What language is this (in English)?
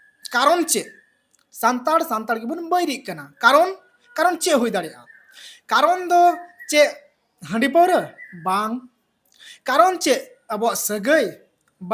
Santali